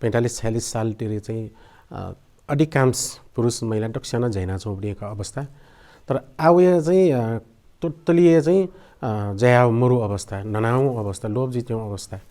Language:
Newari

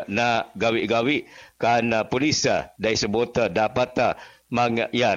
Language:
Bikol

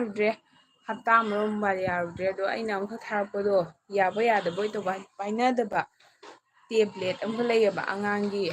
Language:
Manipuri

